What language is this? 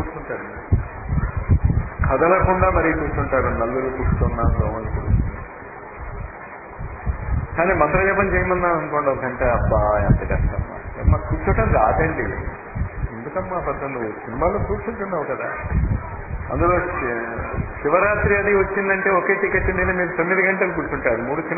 Telugu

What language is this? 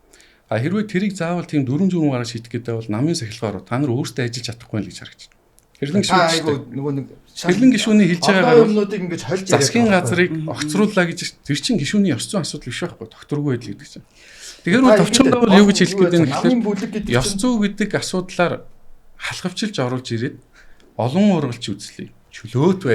Mongolian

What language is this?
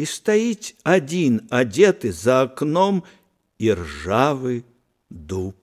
Belarusian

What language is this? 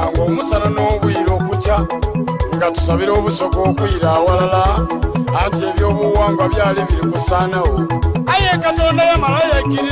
Soga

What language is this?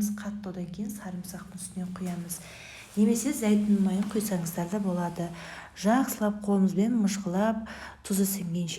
Kazakh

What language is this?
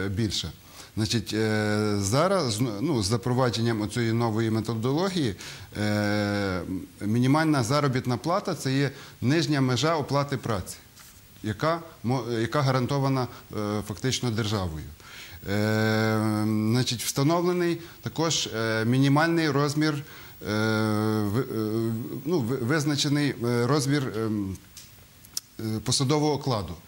Ukrainian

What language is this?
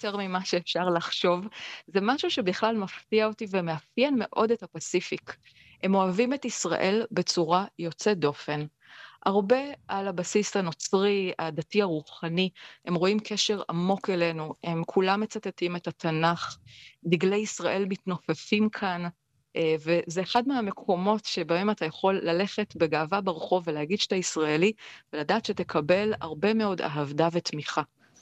Hebrew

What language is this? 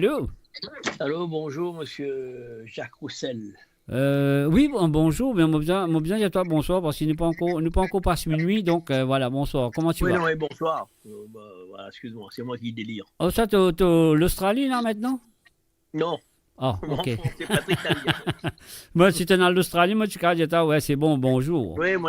Morisyen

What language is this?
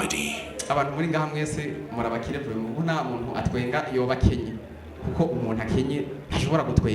Rundi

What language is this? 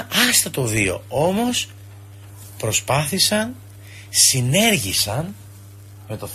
Greek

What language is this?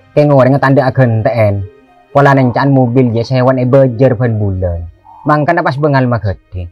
Madurese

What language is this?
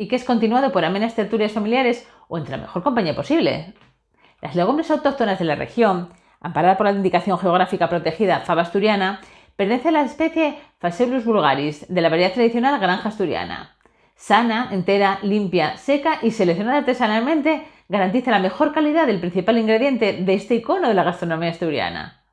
Asturian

